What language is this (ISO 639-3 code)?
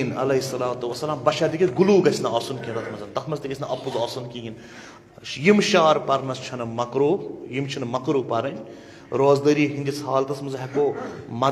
kas